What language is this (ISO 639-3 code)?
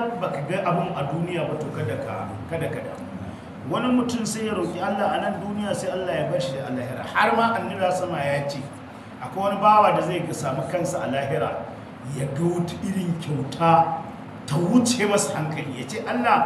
hau